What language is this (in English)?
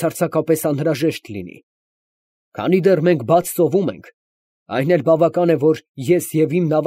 Armenian